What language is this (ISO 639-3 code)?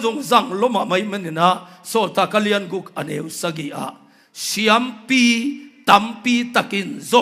ctd